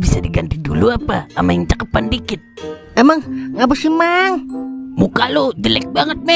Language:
Betawi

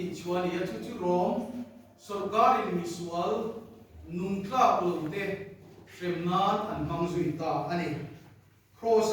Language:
Mizo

